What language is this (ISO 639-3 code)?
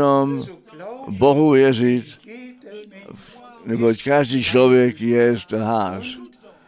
ces